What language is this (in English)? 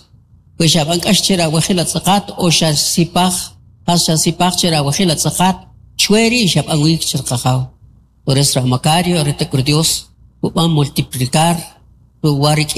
Kʼicheʼ